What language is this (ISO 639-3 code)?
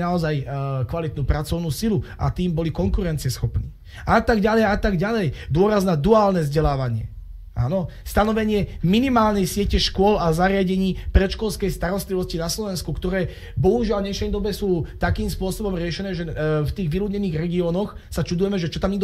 slk